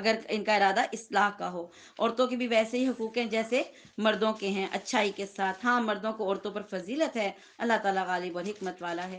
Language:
Urdu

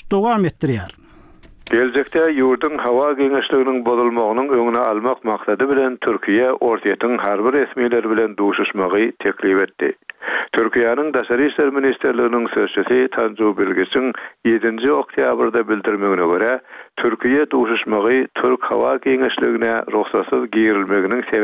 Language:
Turkmen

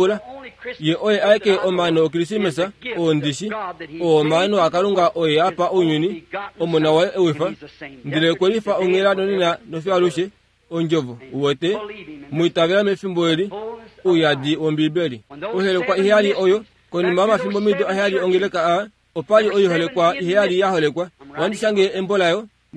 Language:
Kuanyama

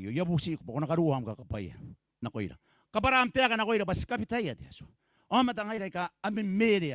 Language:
Gilbertese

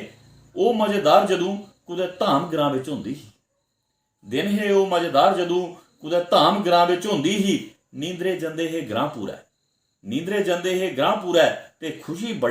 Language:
Dogri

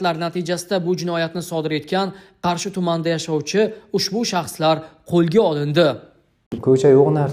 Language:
Uzbek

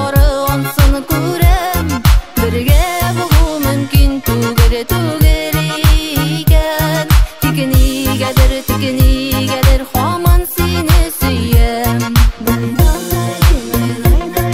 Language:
Tatar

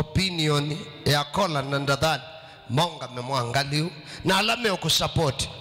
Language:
Kamba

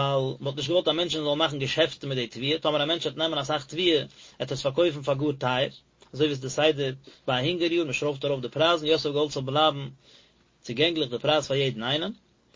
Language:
Yiddish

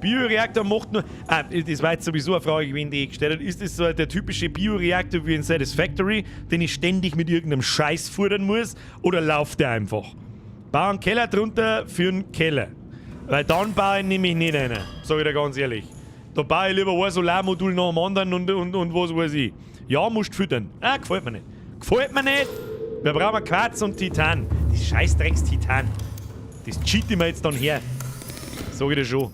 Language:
Bavarian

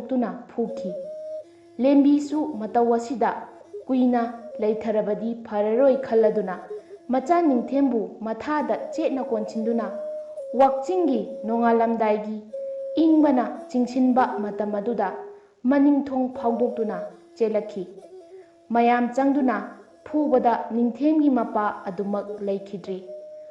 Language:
Manipuri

